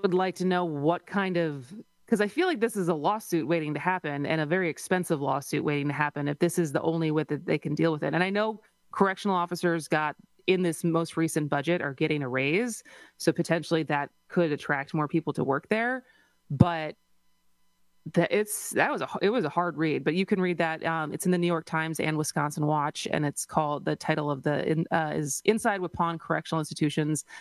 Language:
English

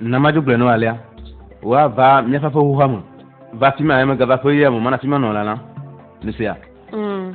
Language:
Ewe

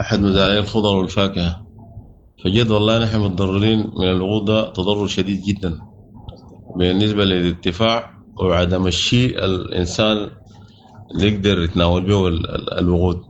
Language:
Sudanese Arabic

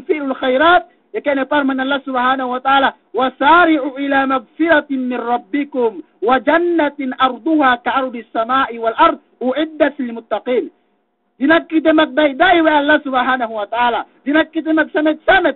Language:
Yakan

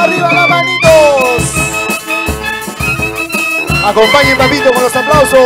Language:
Spanish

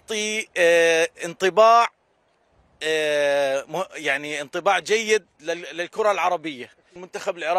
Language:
Mesopotamian Arabic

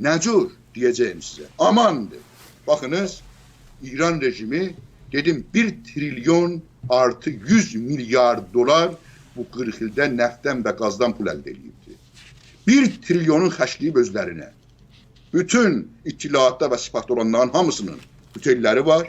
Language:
South Azerbaijani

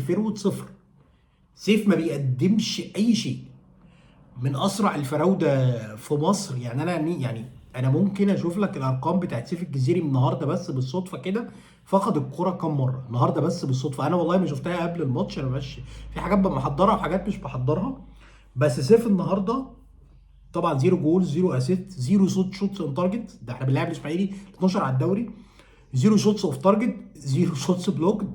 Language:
Egyptian Arabic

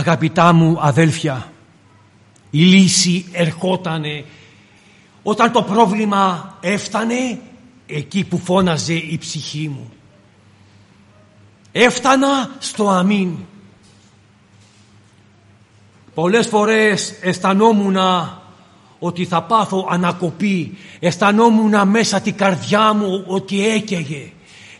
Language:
Greek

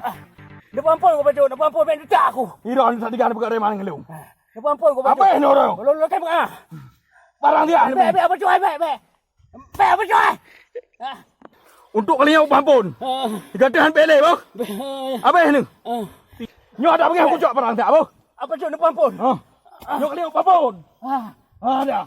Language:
Achinese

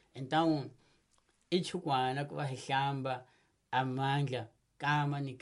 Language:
Tsonga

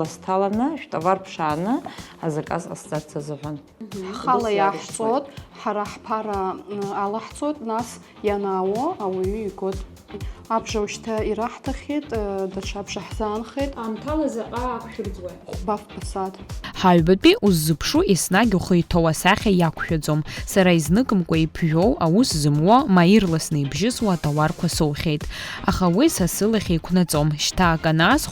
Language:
Abkhazian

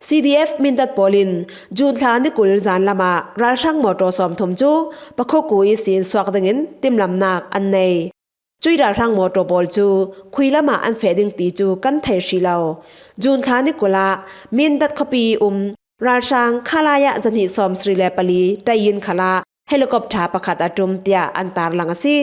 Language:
Falam Chin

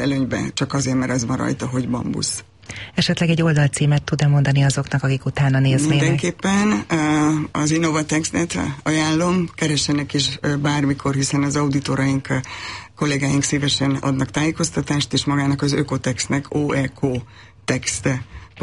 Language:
Hungarian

